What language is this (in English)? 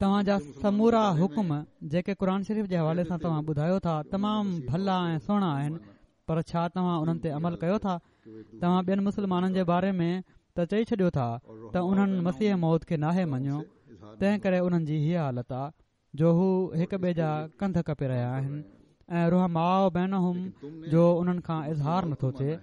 Sindhi